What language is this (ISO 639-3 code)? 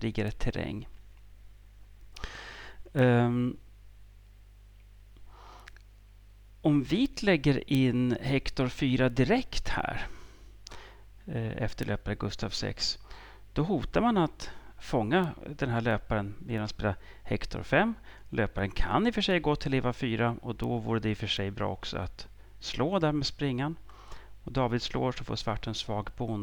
swe